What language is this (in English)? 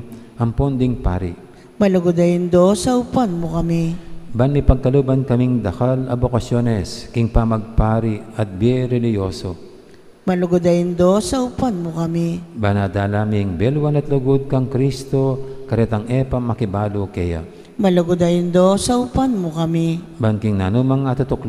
Pampanga